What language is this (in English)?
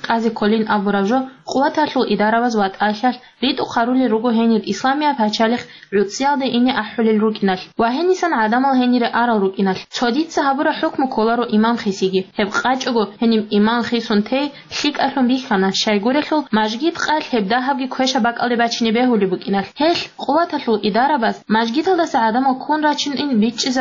Avaric